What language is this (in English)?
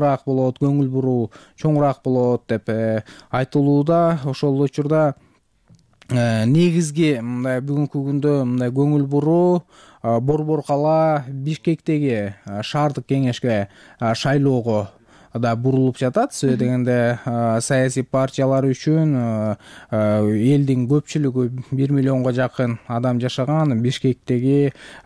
Kyrgyz